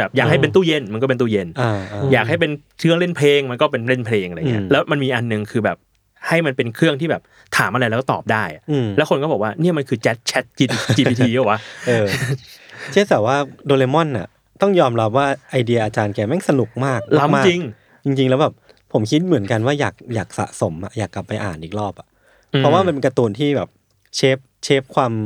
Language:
Thai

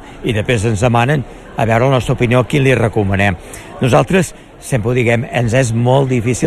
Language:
Catalan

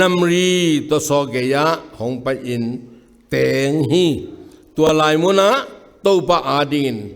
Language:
Tedim Chin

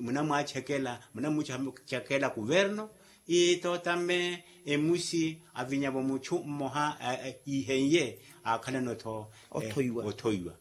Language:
Makhuwa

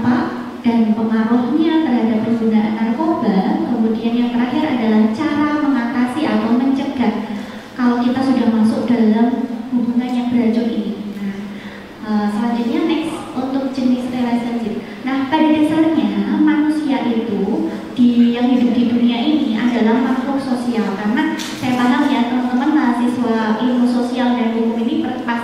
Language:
Indonesian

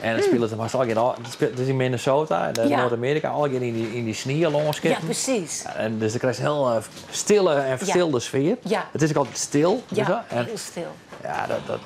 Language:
Western Frisian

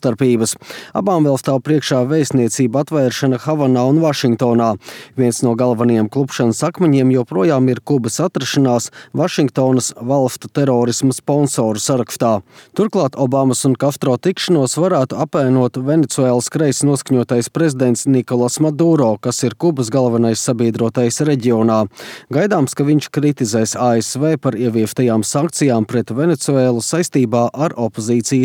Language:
Latvian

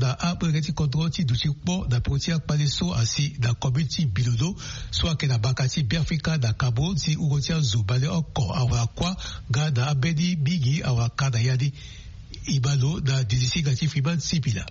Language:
Sango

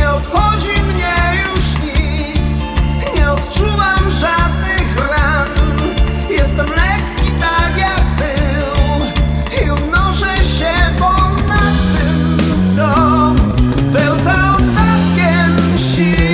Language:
Polish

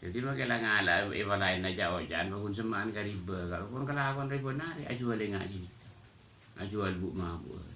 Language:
Madurese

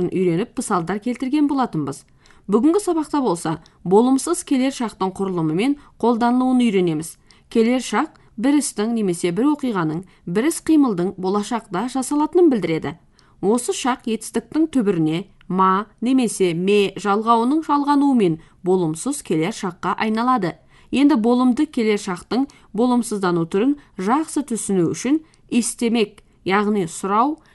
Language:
Kazakh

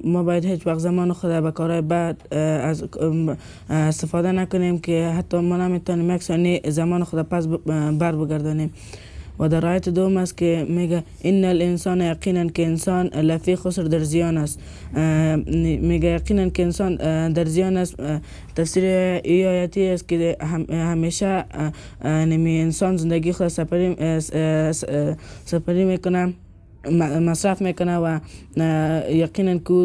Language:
Persian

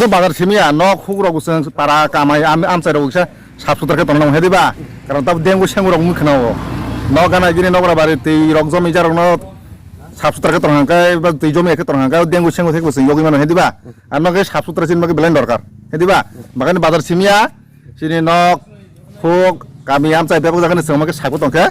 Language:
Riang (India)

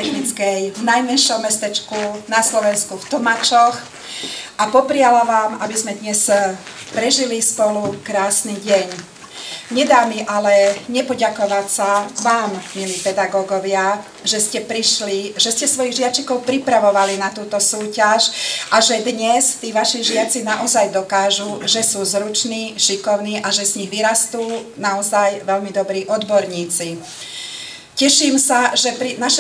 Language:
Slovak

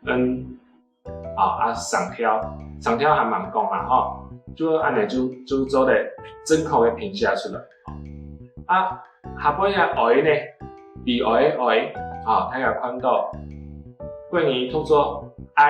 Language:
Hakka Chinese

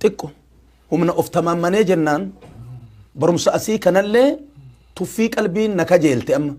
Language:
Oromo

